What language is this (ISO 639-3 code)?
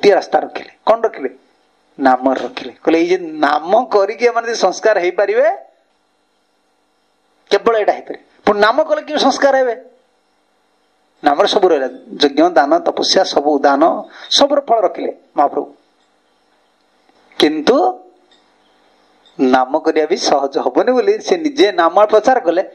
ori